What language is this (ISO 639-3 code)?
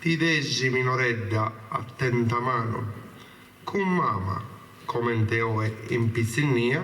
srd